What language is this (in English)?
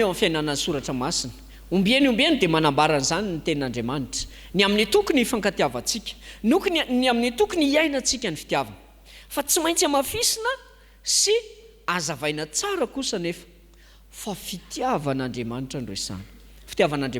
Malagasy